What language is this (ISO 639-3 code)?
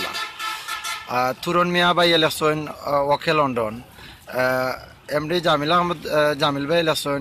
syl